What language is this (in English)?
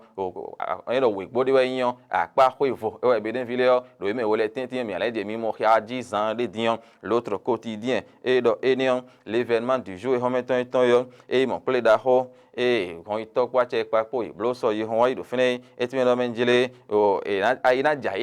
Fon